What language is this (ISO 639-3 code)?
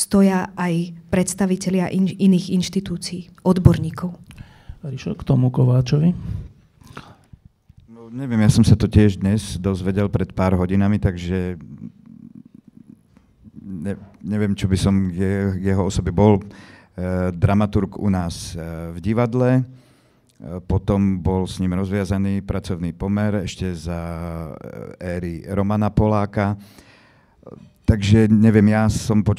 slk